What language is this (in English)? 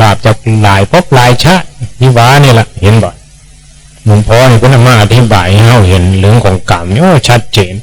Northeastern Thai